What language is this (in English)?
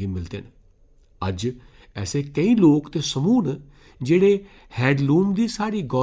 Dogri